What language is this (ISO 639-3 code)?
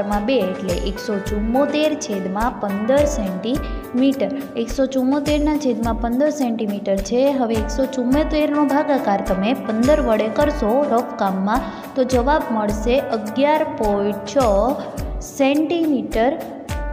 guj